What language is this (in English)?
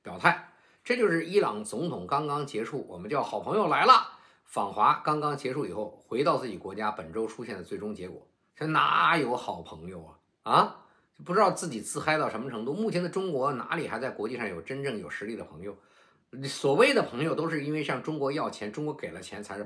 Chinese